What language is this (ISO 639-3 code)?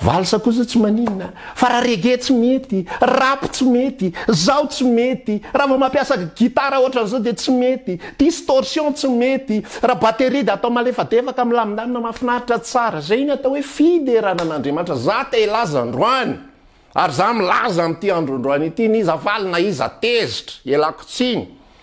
mlg